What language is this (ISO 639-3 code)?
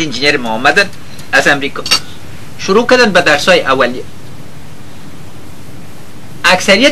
fas